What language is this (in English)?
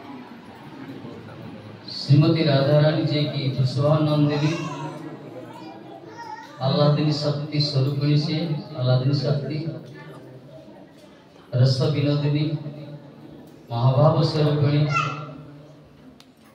Odia